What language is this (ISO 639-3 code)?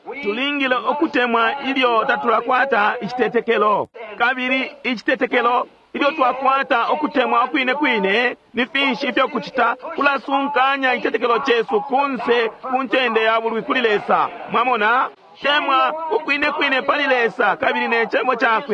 bem